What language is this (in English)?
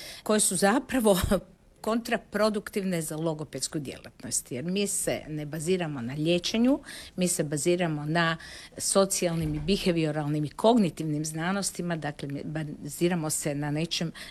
Croatian